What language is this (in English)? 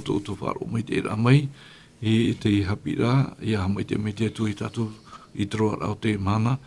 Tahitian